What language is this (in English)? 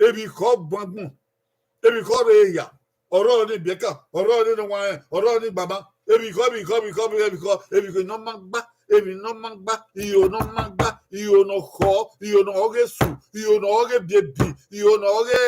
Bini